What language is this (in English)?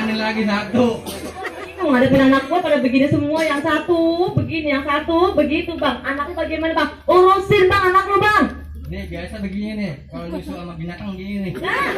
Betawi